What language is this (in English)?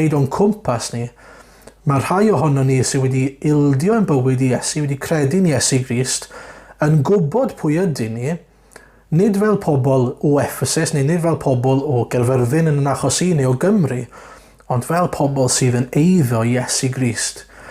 Welsh